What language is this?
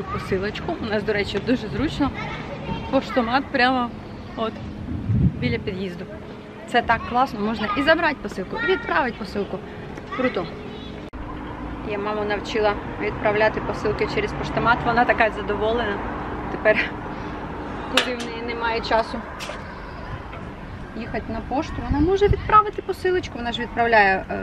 Ukrainian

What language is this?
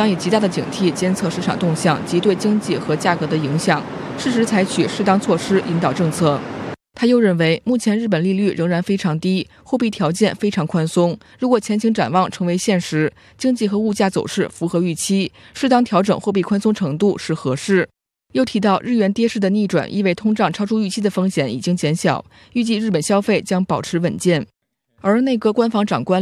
Chinese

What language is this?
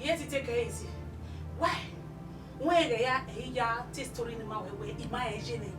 Bini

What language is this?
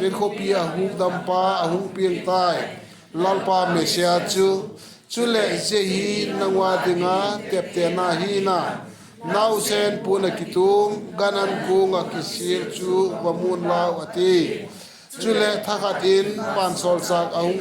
Vaiphei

